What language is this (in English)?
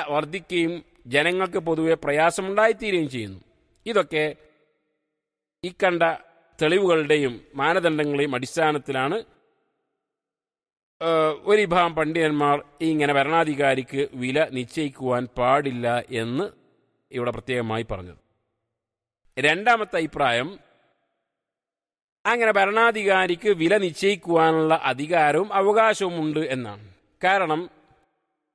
Malayalam